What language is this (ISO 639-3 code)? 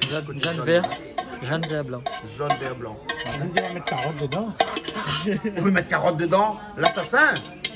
rcf